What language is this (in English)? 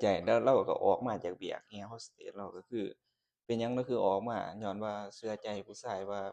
Lao